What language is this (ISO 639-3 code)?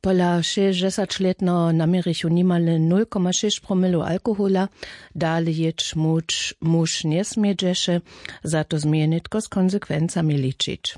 hsb